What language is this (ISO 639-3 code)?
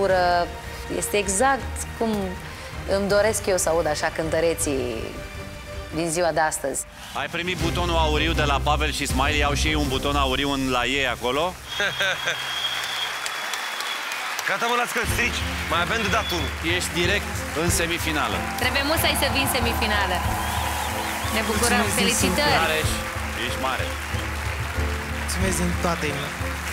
ron